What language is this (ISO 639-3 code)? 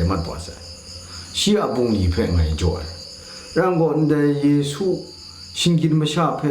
kac